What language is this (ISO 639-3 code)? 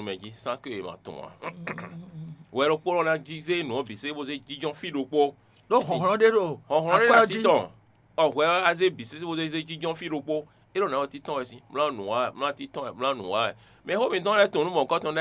fon